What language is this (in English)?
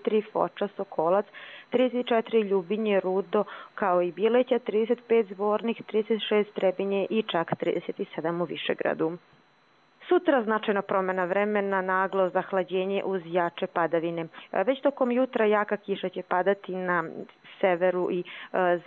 Croatian